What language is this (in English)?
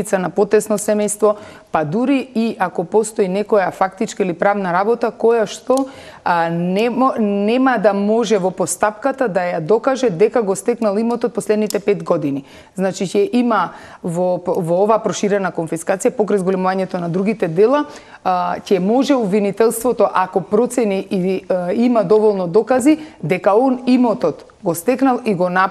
Macedonian